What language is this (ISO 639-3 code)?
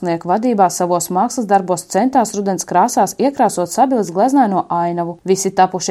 lav